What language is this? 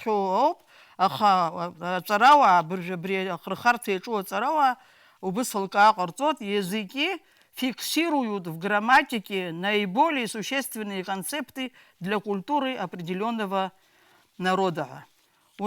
Abkhazian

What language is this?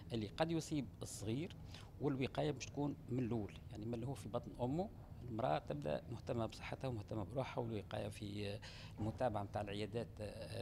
Tunisian Arabic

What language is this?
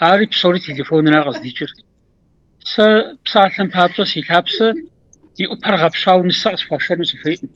Kabardian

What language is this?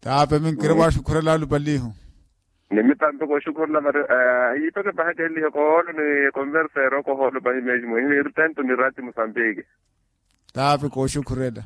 Makhuwa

